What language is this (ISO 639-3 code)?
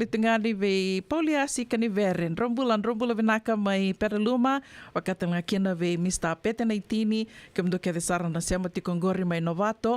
fij